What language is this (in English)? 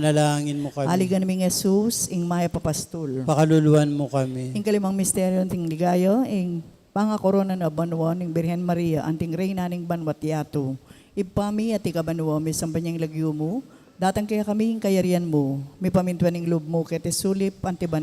Pampanga